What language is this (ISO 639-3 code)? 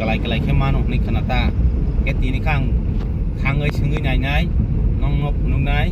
trp